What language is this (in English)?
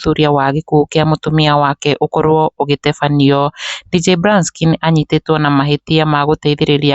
Kikuyu